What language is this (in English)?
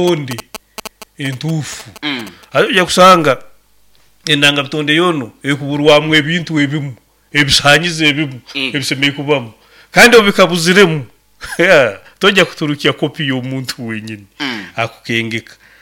Nyoro